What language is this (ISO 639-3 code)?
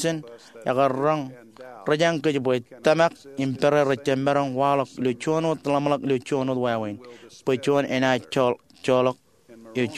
mah